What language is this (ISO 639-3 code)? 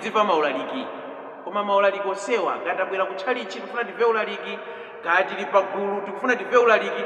nya